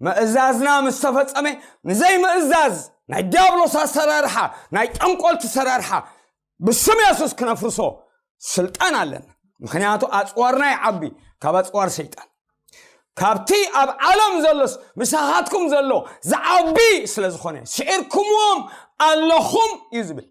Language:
Tigrinya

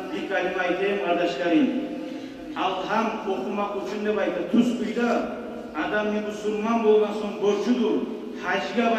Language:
Kumyk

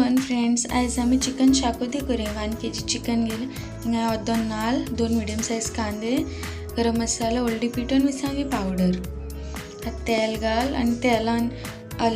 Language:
Konkani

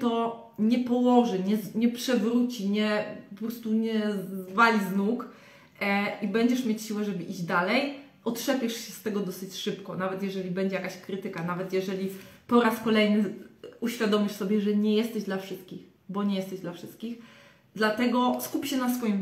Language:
Polish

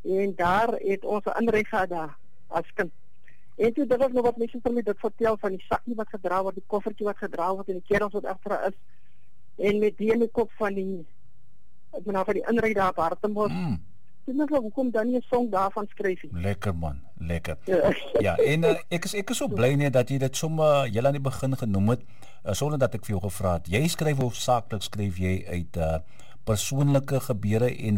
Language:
Afrikaans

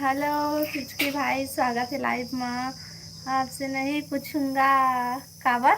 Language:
Chhattisgarhi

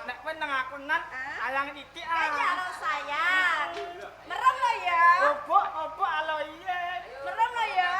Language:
Javanese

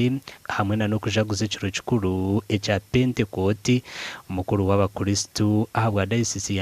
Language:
Nyankole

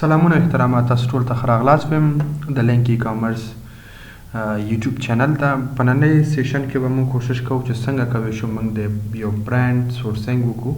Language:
Pashto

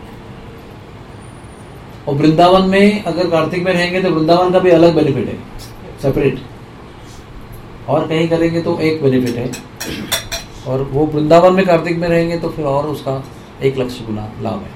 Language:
Hindi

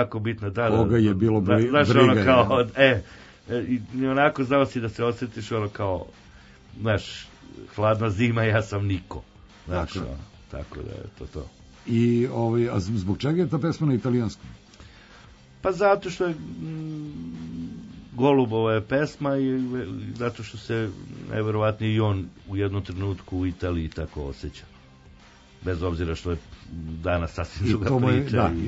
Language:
Serbian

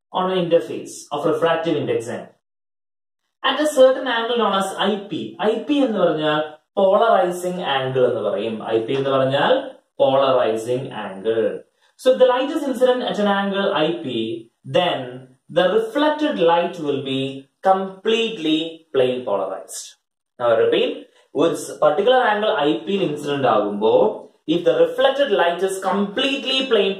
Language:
Malayalam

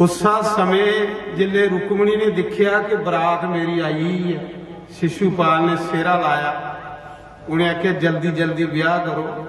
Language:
Dogri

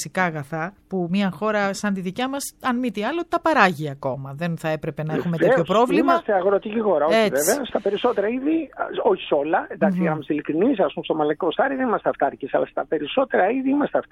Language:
Greek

